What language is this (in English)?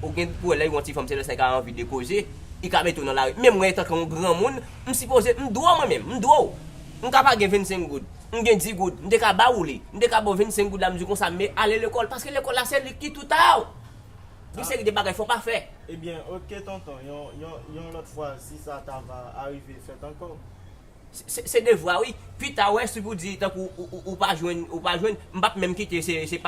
Haitian Creole